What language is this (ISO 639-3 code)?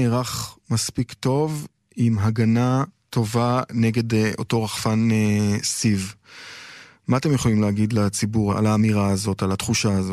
heb